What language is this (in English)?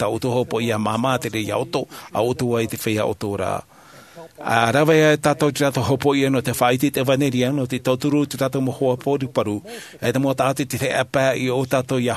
Tahitian